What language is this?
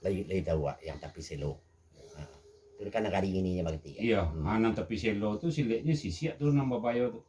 Minangkabau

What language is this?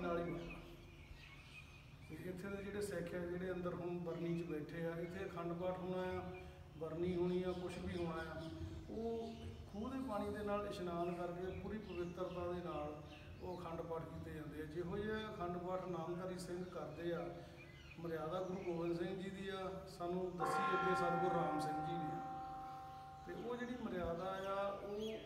Punjabi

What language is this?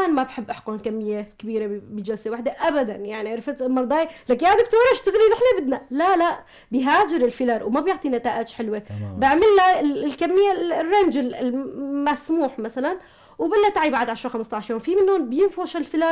North Levantine Arabic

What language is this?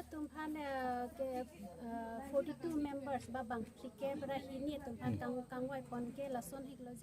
Karbi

